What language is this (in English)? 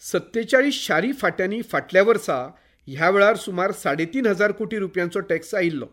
Konkani